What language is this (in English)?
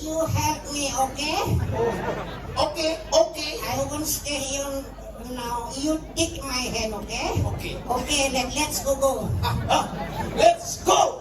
Balinese